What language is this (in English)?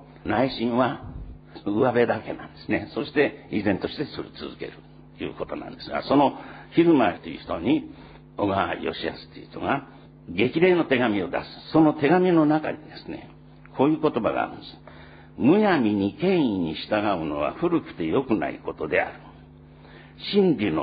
Japanese